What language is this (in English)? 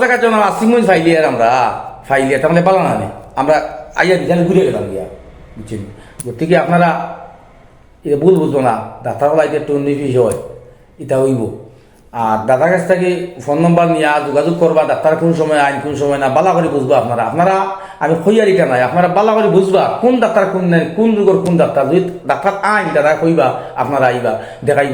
Sylheti